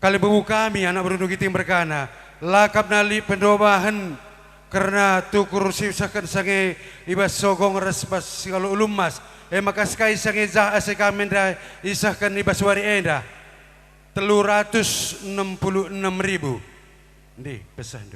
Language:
Batak Karo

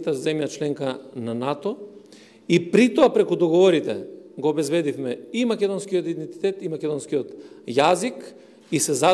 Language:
Macedonian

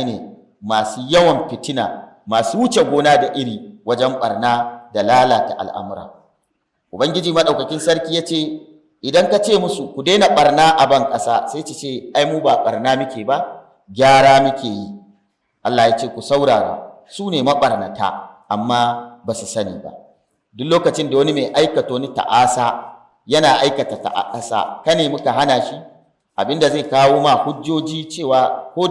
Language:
Hausa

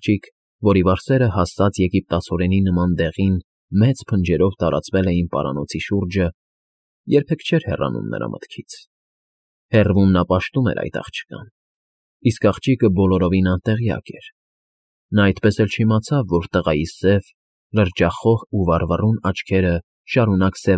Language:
Armenian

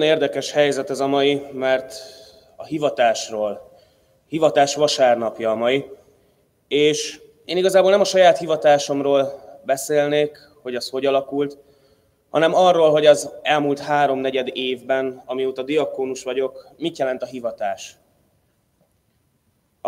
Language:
Hungarian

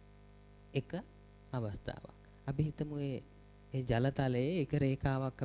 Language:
Sinhala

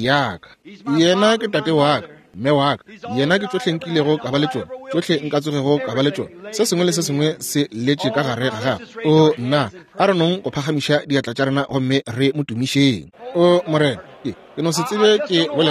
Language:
Northern Sotho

